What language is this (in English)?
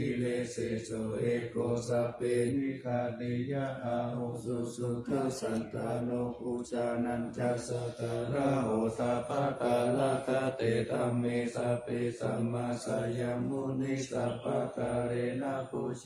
Pali